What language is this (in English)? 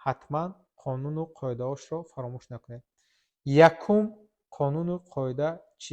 Tajik